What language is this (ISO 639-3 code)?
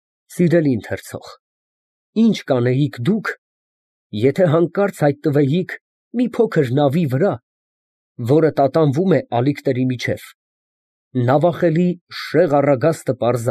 hye